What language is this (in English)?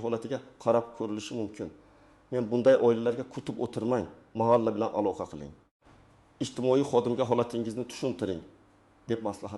Uzbek